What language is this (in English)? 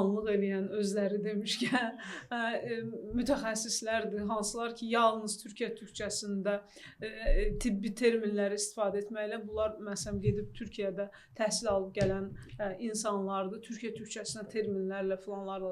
Azerbaijani